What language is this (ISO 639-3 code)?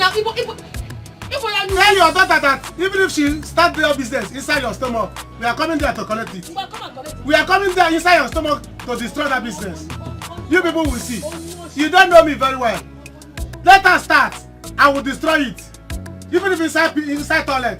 pcm